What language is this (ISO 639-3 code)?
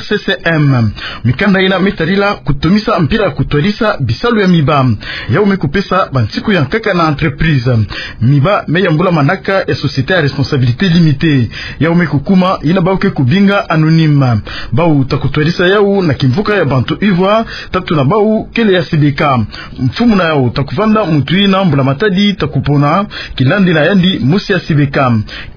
ktu